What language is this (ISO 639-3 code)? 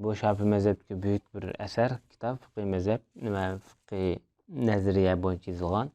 uig